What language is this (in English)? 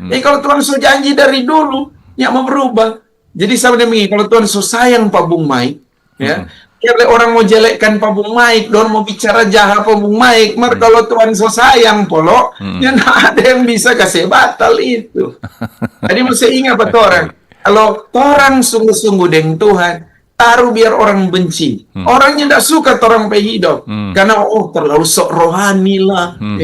Manado Malay